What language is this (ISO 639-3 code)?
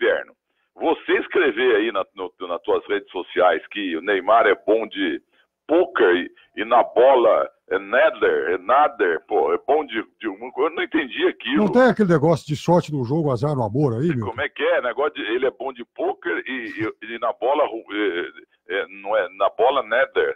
por